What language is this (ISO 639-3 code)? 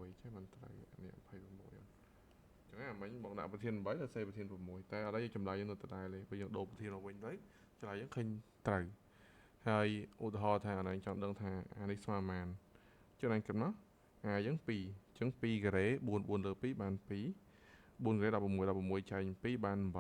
khm